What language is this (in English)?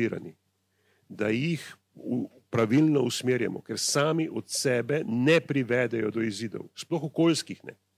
Slovenian